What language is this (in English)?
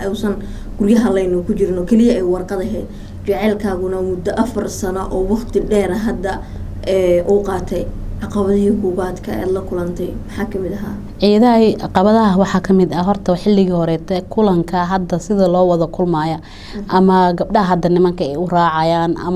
Somali